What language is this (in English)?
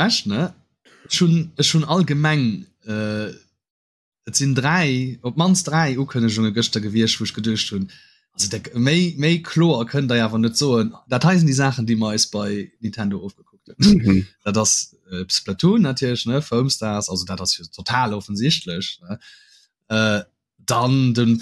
Luxembourgish